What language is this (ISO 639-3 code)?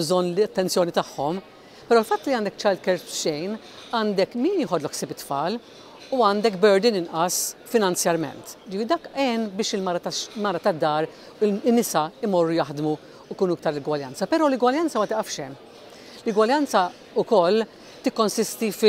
mlt